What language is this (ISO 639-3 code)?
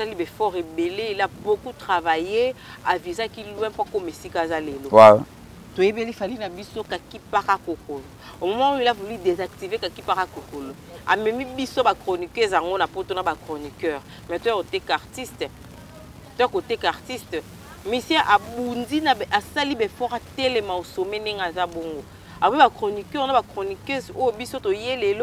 lin